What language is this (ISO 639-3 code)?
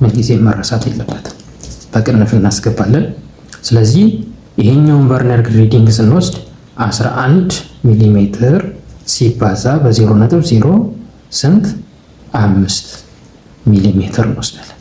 amh